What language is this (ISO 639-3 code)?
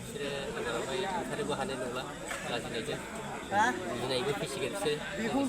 brx